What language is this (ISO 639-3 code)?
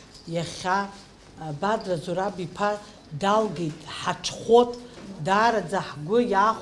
abk